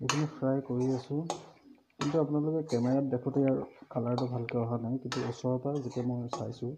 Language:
Assamese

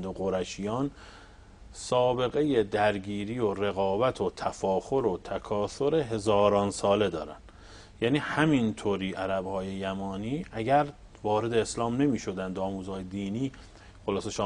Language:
Persian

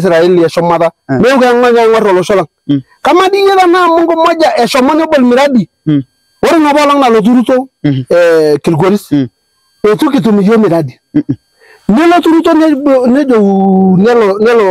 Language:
Masai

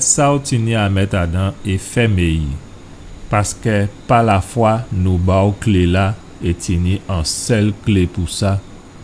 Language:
Guadeloupean Creole French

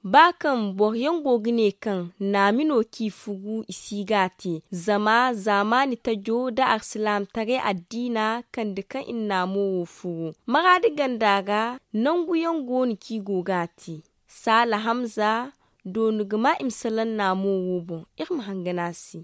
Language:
Zarma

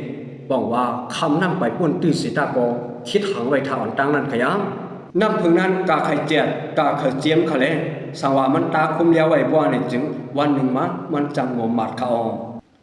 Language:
Shan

